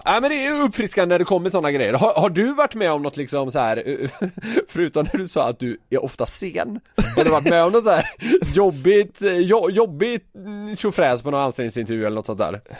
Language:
Swedish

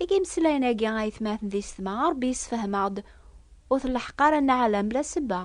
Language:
Kabyle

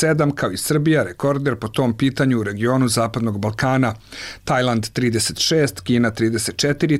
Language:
Serbian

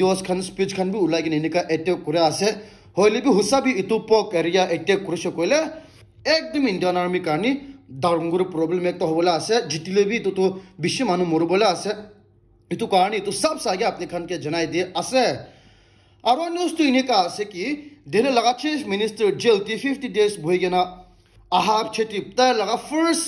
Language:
Naga Pidgin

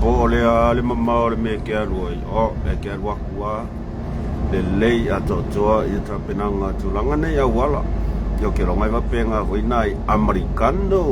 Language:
Samoan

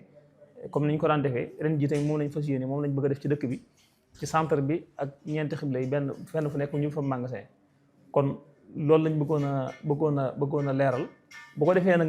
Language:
Wolof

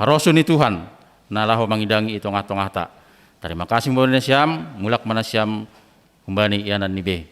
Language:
Batak Simalungun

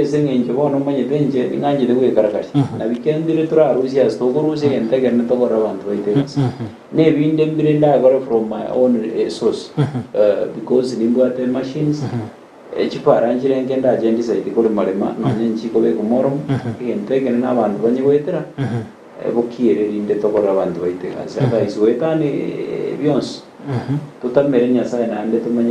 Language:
Gusii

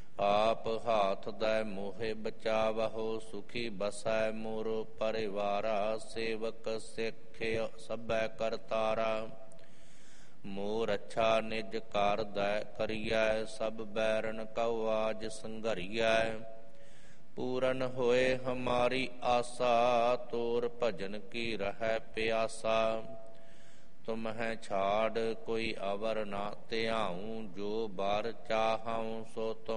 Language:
Punjabi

